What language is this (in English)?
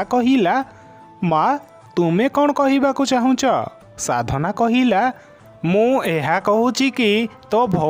Odia